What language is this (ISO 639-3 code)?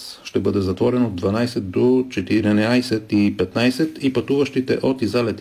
bul